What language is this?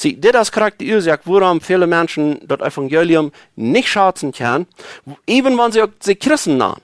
Plautdietsch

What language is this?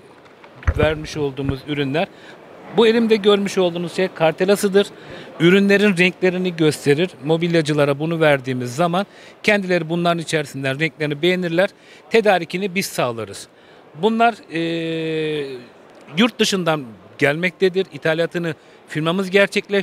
Turkish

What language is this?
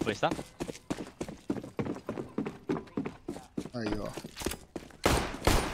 Portuguese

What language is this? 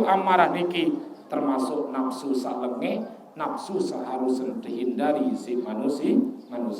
Sasak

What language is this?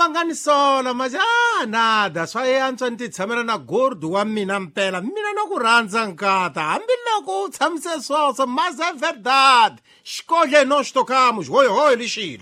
Tsonga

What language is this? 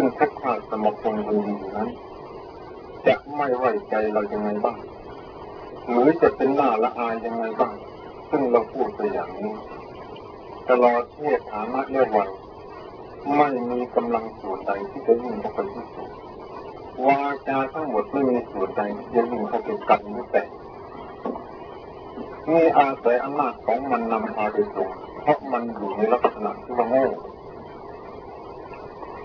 Thai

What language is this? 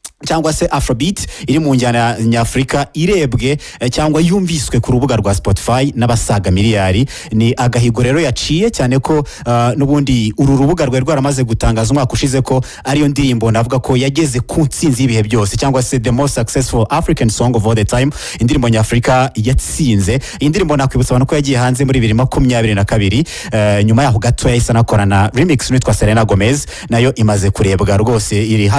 Kinyarwanda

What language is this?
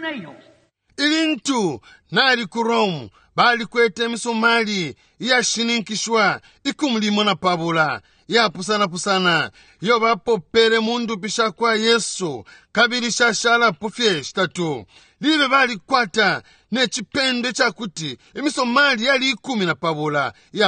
Bemba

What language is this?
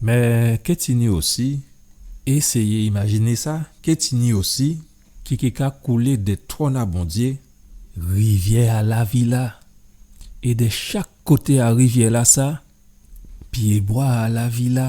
Guadeloupean Creole French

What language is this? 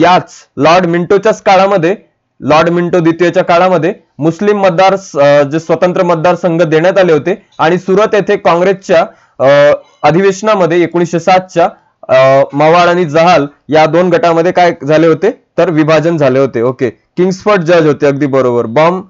Marathi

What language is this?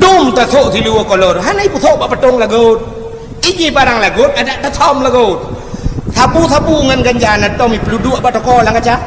Achinese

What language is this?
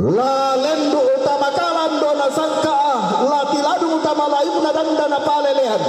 Toraja-Sa'dan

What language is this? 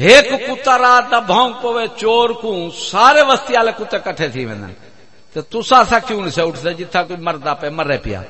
Saraiki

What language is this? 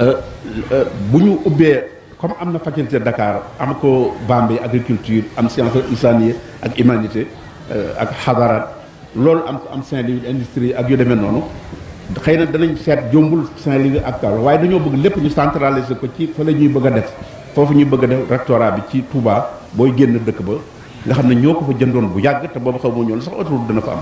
Wolof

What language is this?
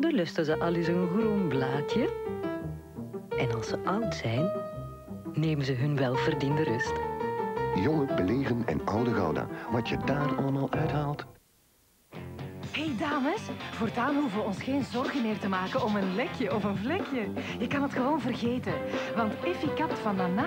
Dutch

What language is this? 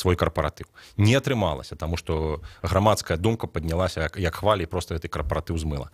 Belarusian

